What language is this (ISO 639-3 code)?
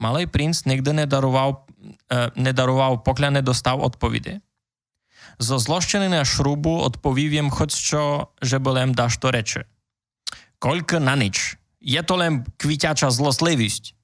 rue